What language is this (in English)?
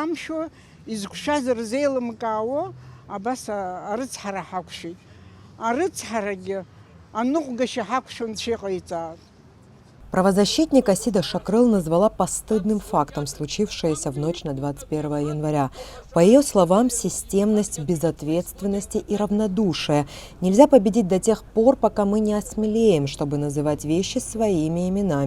Abkhazian